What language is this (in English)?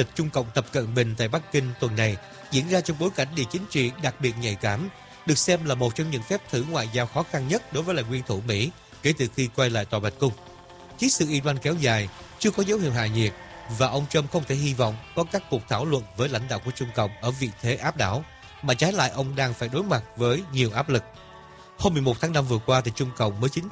Vietnamese